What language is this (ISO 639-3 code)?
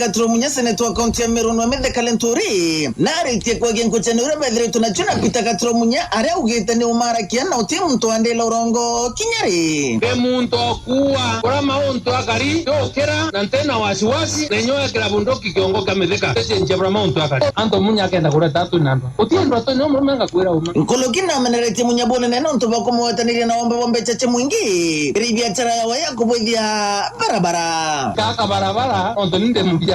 mer